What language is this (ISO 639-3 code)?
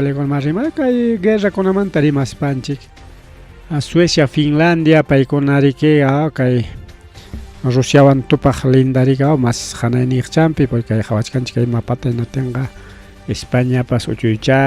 quy